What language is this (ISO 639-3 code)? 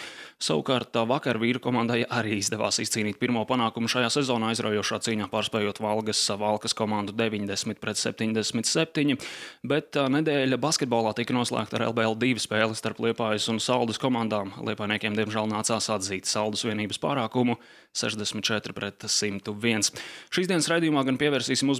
lav